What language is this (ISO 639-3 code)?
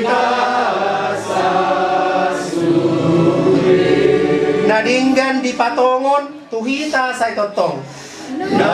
bbc